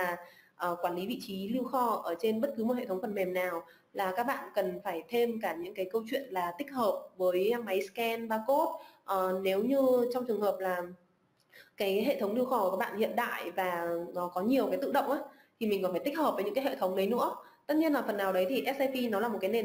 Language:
Vietnamese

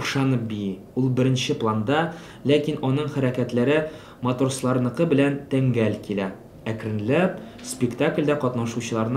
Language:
Tatar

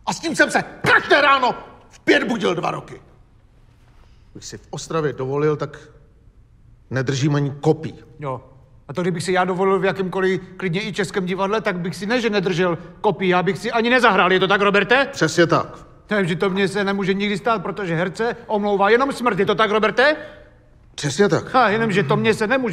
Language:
Czech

